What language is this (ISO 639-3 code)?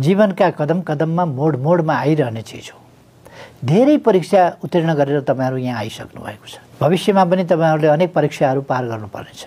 nep